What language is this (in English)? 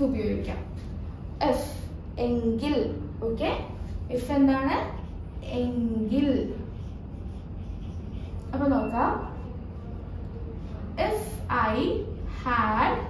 Malayalam